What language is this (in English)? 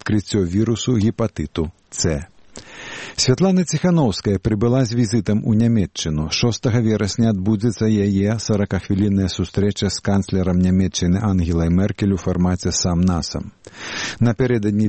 Belarusian